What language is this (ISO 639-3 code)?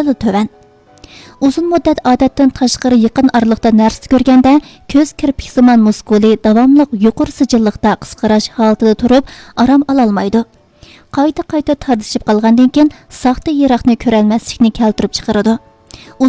uig